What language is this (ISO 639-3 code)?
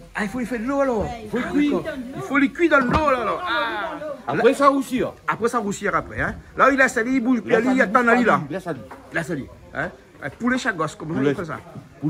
rcf